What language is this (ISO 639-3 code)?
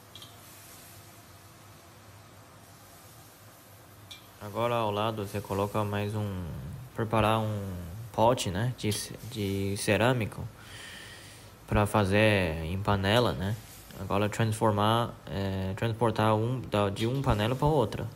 por